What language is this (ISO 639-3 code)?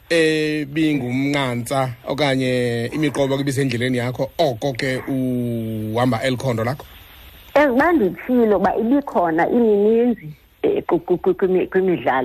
xho